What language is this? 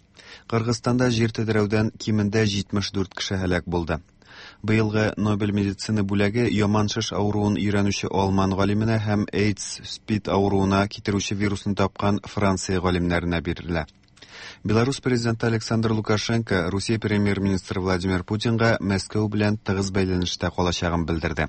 Tatar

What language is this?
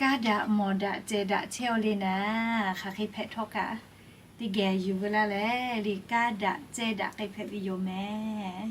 Lahu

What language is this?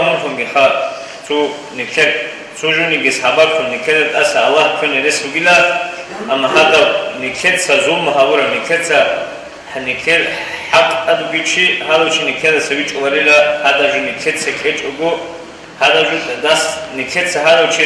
Avaric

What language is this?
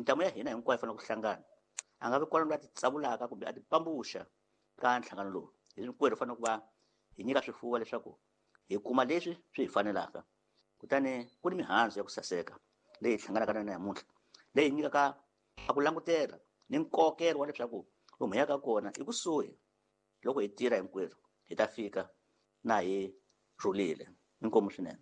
Tsonga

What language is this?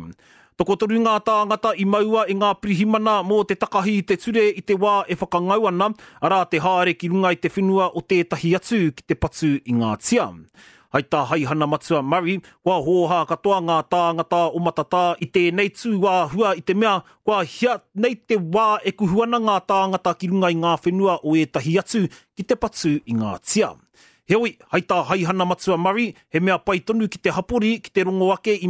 Māori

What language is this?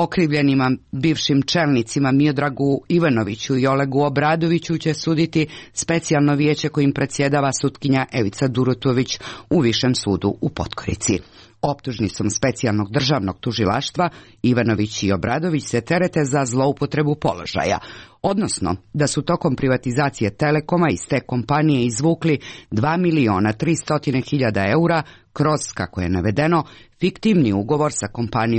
Croatian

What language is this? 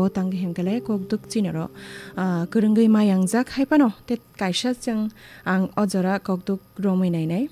Kok Borok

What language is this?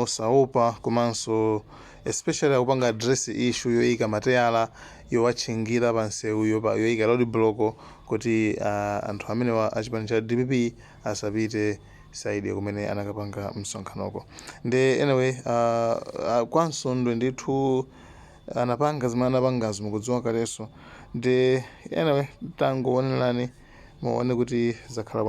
Nyanja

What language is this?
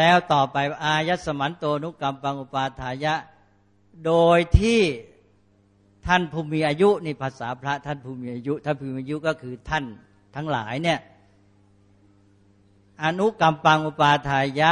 Thai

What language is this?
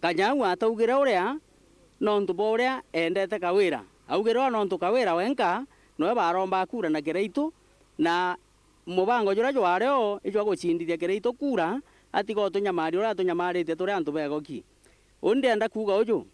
Meru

